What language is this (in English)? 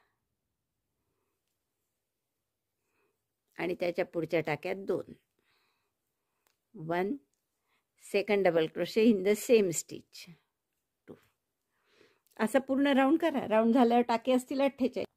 Marathi